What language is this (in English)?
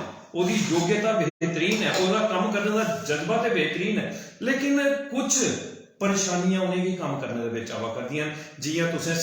Dogri